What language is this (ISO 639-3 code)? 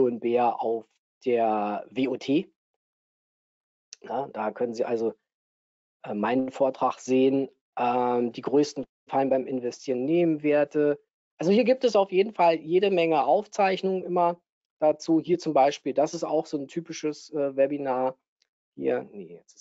deu